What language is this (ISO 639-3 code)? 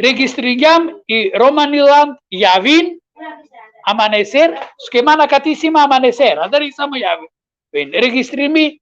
rmn